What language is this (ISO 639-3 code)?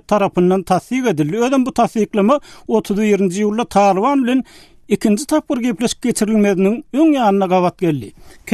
tuk